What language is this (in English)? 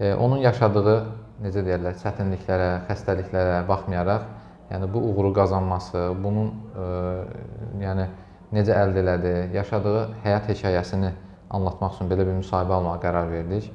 Azerbaijani